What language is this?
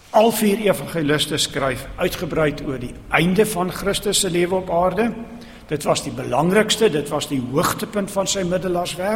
Afrikaans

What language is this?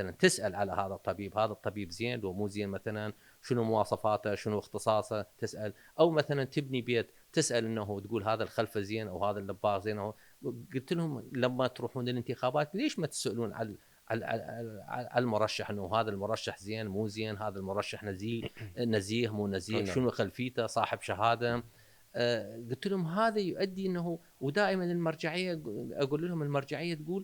Mesopotamian Arabic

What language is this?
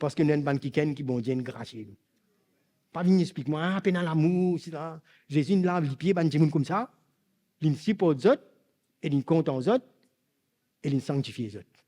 Morisyen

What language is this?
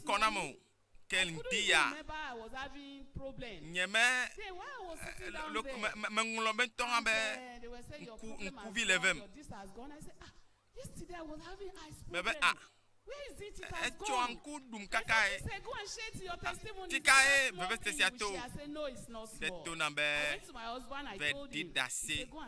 Ewe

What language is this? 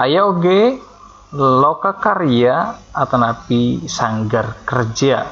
Sundanese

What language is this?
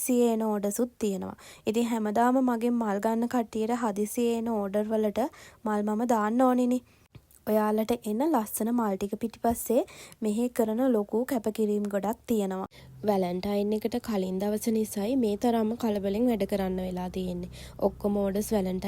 Sinhala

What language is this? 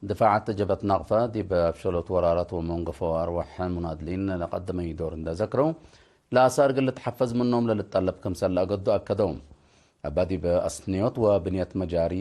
Tigre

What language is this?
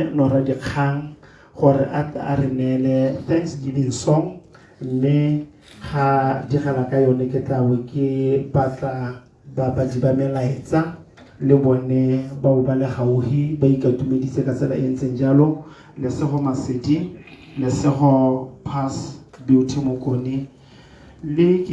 Tswana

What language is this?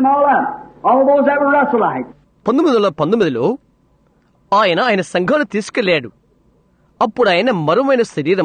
Telugu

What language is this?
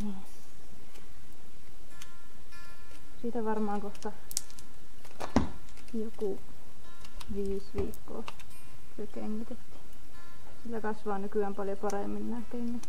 Finnish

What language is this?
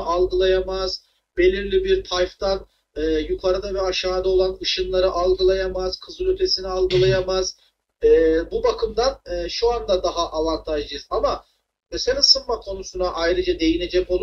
Turkish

